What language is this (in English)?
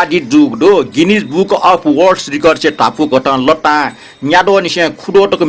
Newari